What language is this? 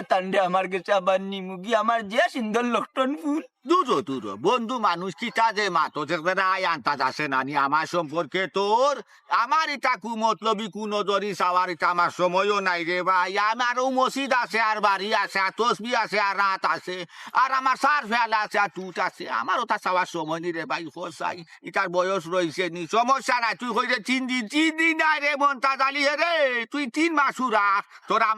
Sylheti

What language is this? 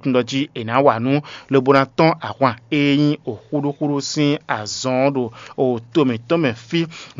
Fon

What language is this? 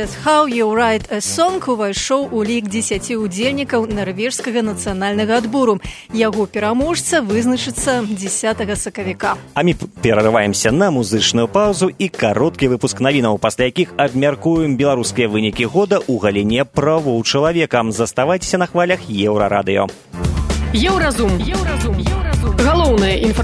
Belarusian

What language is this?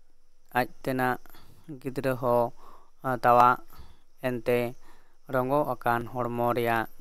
Santali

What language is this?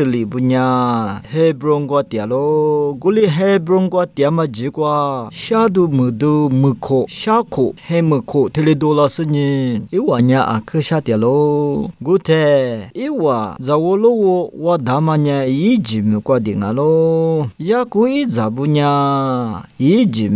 Lisu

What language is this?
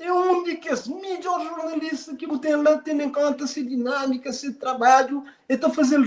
Kabuverdianu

